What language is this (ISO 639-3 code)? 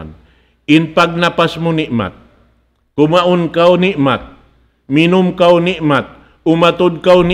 tsg